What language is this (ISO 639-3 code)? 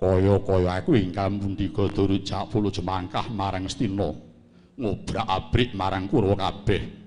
jav